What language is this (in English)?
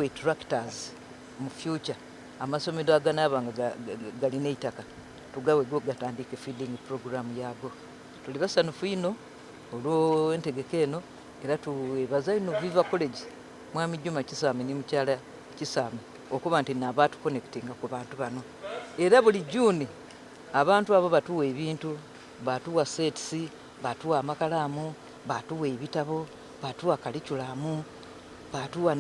Soga